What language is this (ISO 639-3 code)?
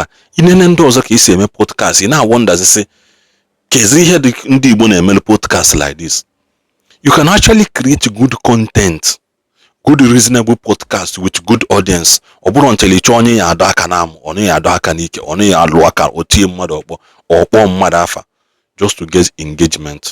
ibo